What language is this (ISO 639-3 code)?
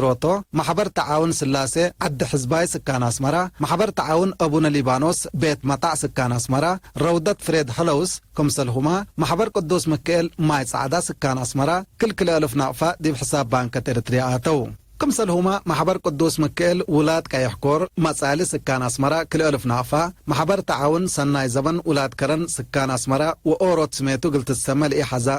tig